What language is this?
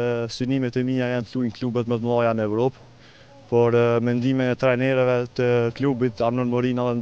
Albanian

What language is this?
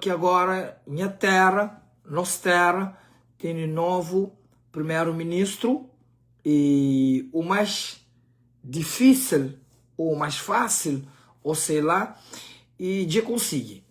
Kabuverdianu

